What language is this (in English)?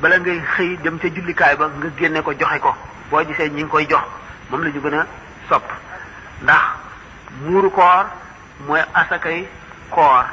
Wolof